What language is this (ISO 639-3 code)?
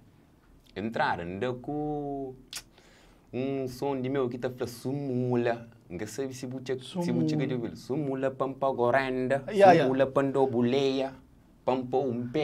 kea